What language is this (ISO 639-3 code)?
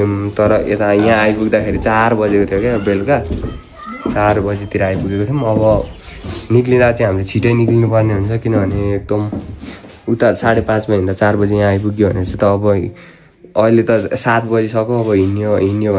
nep